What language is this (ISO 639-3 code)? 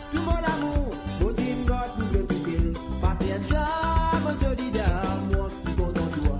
mfe